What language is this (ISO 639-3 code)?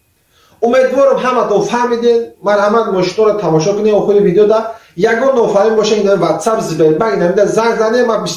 tgk